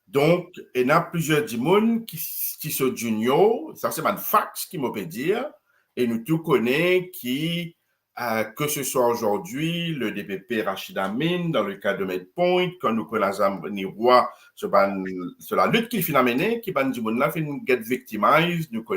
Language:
Morisyen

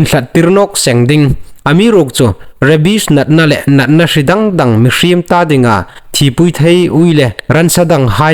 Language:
Hmar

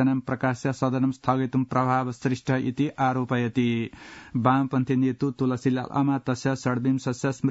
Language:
Sanskrit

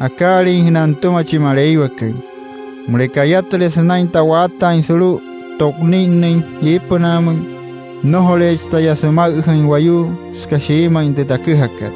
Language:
Wayuu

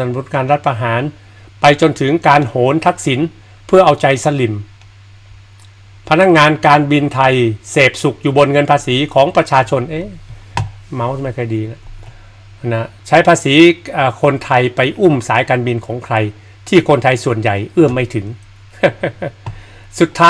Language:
Thai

